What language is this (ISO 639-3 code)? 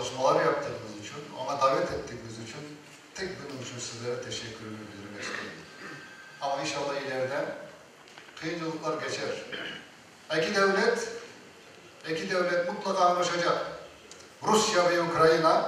crh